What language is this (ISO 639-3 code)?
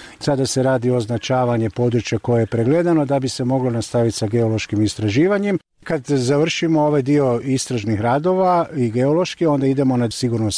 bos